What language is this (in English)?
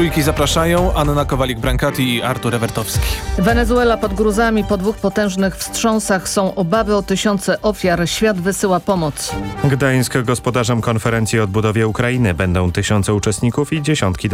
Polish